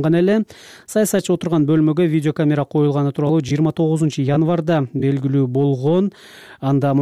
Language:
Kyrgyz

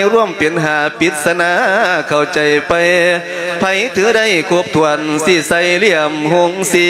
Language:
Lao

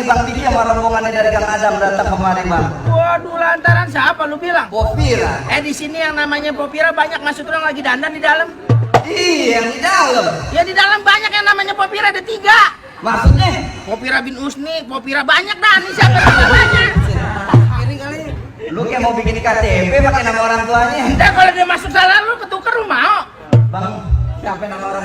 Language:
Betawi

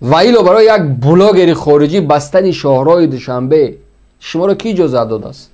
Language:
Tajik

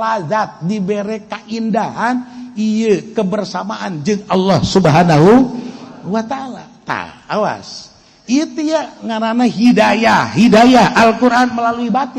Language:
Sundanese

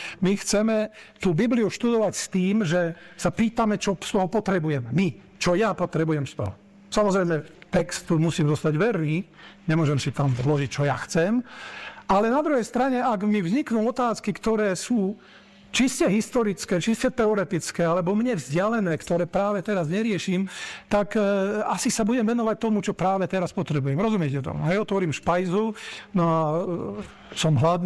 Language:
Slovak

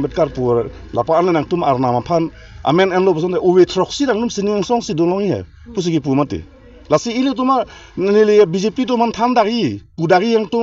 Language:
Karbi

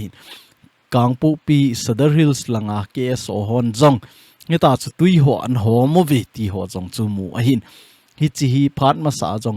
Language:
Thado Chin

